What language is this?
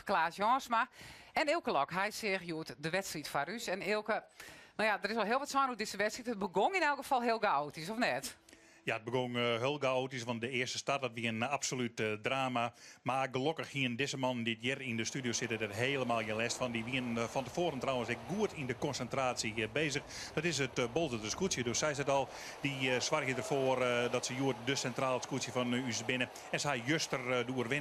Western Frisian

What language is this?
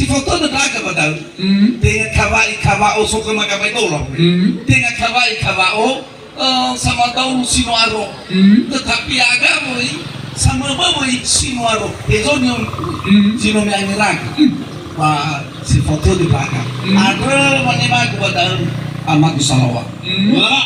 Nias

